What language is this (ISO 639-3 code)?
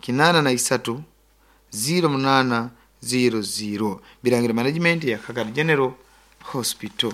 nyo